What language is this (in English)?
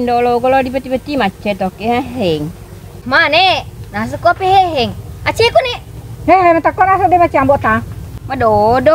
Buginese